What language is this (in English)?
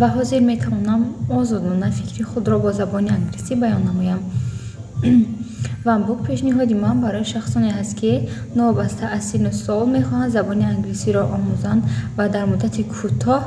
Tajik